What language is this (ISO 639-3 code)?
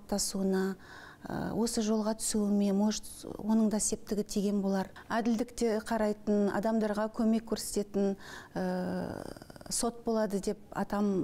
kaz